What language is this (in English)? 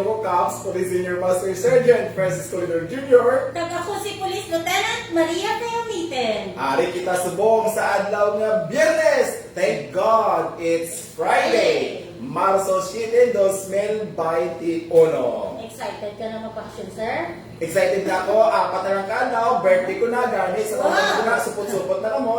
Hiligaynon